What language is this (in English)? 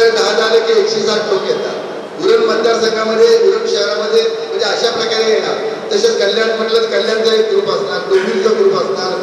Marathi